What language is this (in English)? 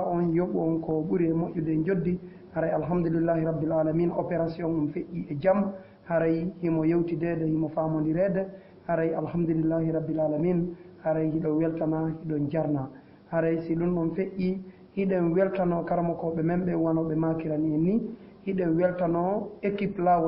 Fula